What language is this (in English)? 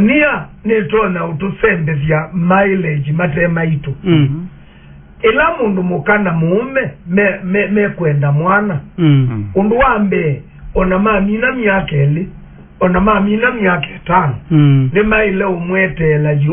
Kamba